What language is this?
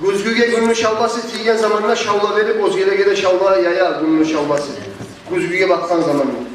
Kumyk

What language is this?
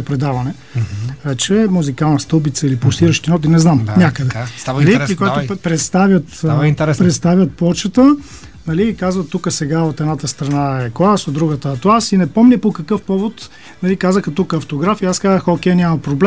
Bulgarian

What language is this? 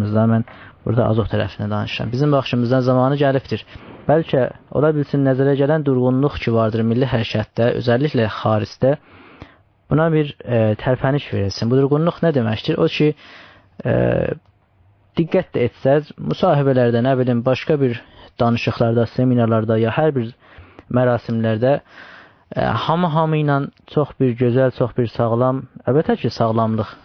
South Azerbaijani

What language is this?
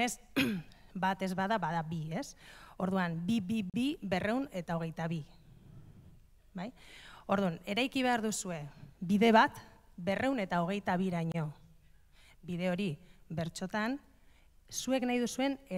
Basque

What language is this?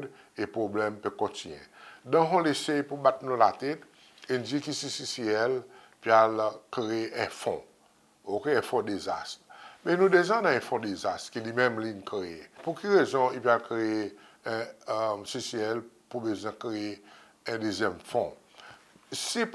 Seselwa Creole French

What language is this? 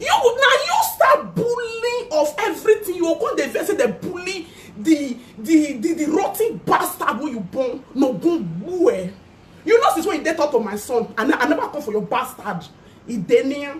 Nigerian Pidgin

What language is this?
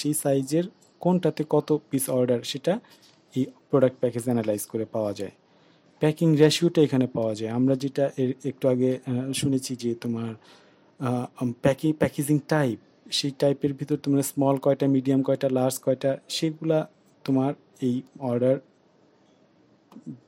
Bangla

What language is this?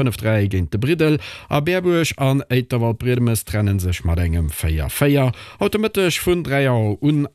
Luxembourgish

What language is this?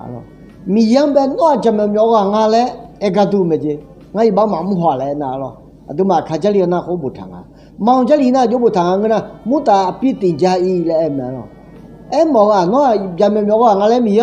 Akha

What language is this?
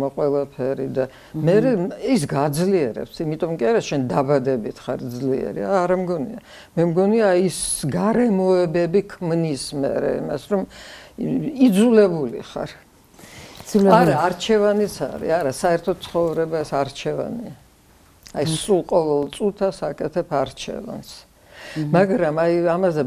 Georgian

